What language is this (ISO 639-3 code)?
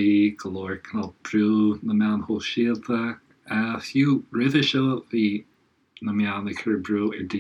gle